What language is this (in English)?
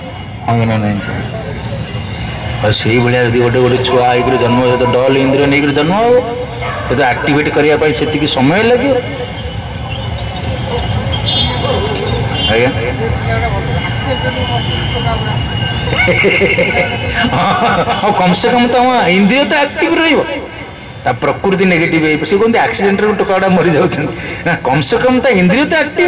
Odia